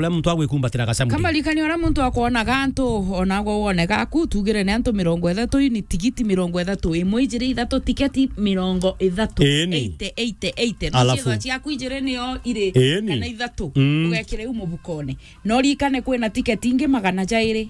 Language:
Meru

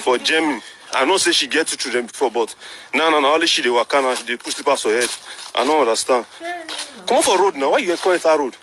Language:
Nigerian Pidgin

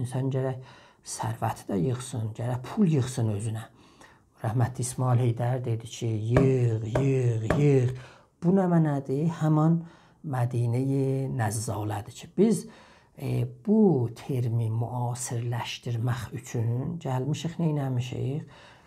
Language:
South Azerbaijani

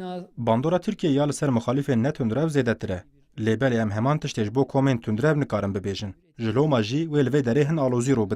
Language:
Kurdish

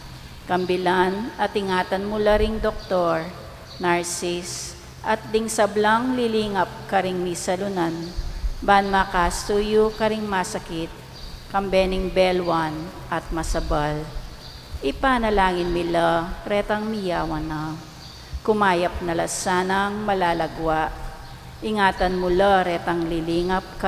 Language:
Pampanga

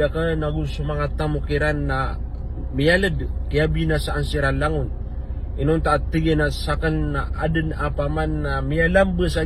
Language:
Maranao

